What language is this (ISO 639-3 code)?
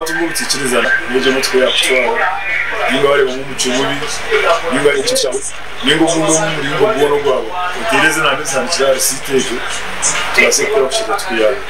nyn